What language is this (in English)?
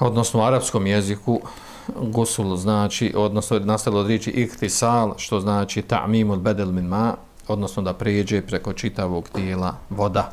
Bosnian